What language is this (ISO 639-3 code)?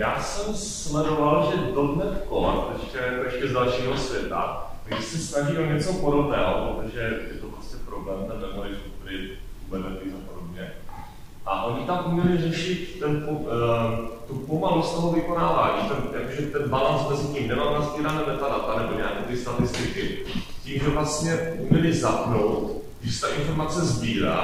ces